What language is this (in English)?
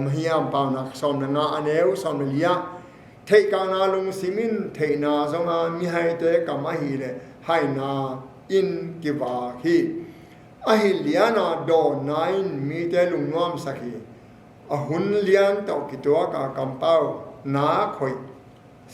Tedim Chin